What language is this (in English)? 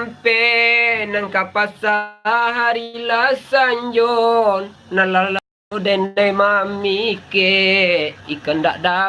Minangkabau